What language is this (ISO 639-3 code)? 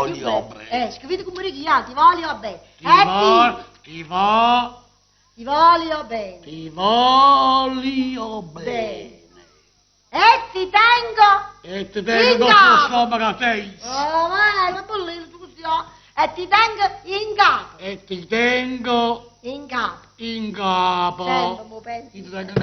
nap